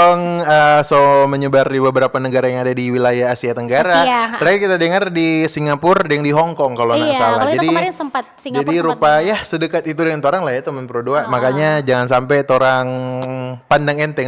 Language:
Manado Malay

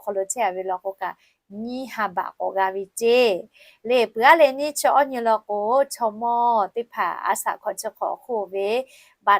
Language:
Lahu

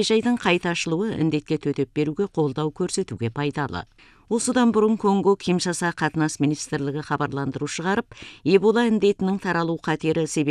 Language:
Kazakh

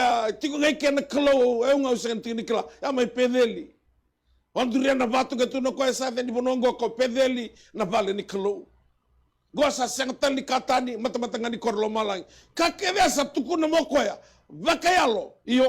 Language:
Fijian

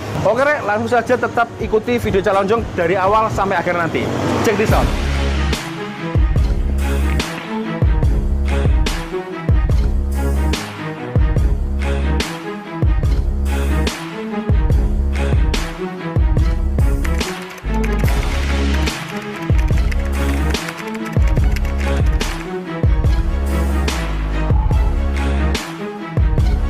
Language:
Indonesian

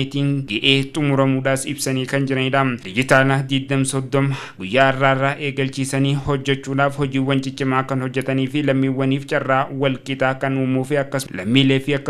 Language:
Oromo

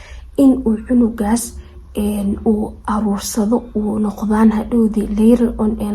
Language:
Somali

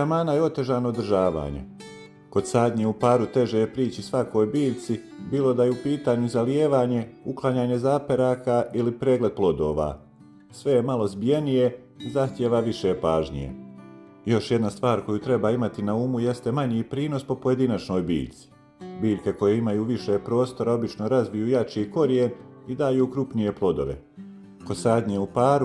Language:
Bosnian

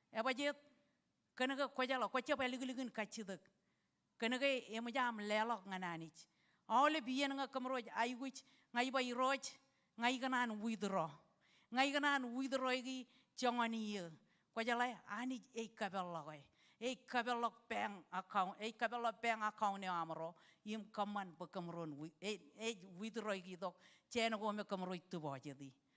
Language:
Marshallese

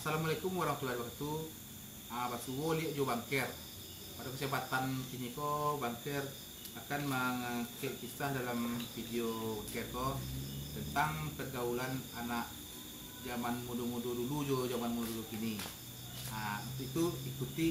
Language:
Minangkabau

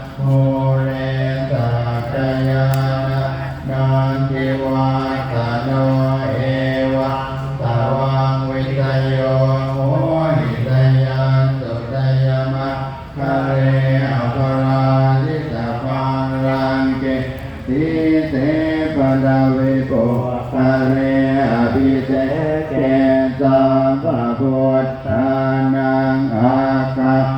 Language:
Pali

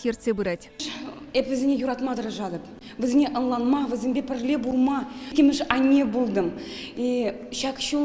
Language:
Chuvash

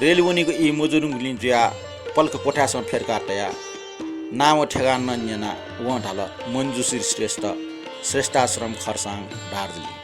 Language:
Newari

